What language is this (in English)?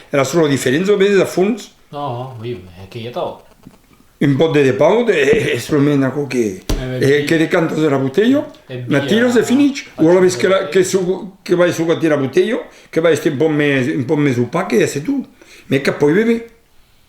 Occitan